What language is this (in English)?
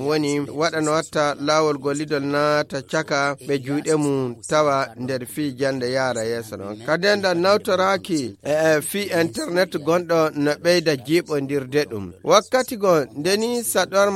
Fula